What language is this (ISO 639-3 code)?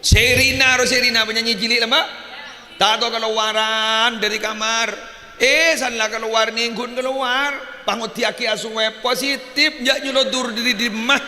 mad